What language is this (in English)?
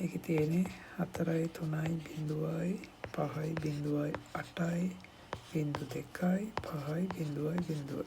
Sinhala